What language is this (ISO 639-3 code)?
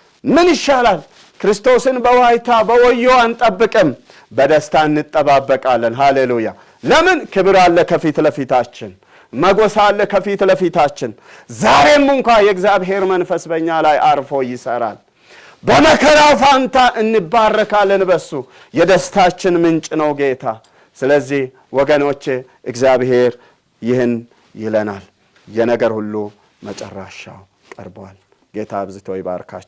amh